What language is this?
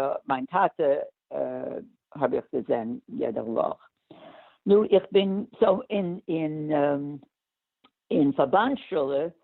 Yiddish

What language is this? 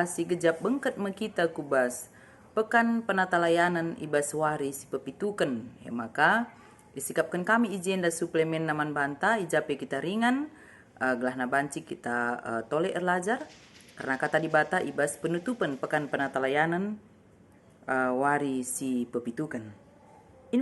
Batak Karo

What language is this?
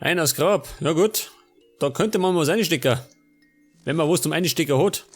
Bavarian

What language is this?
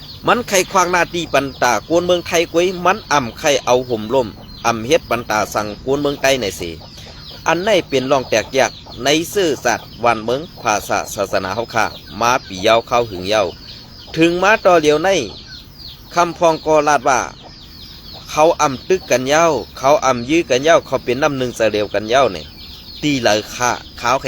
Shan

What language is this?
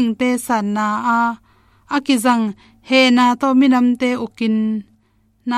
Tedim Chin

